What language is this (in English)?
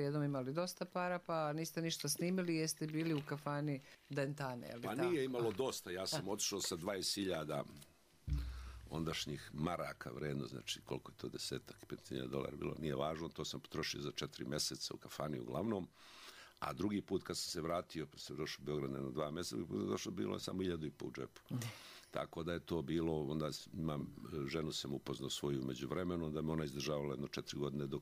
Serbian